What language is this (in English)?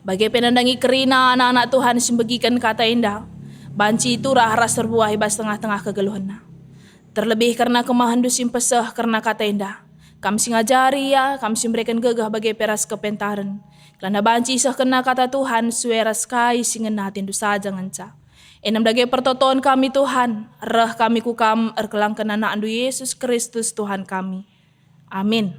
Batak Karo